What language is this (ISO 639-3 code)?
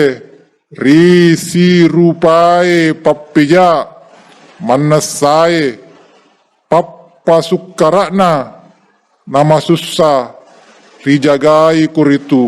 bug